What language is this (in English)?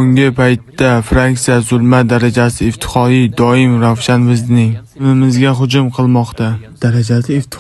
Uzbek